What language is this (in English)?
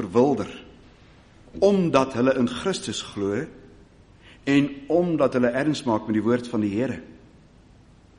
Afrikaans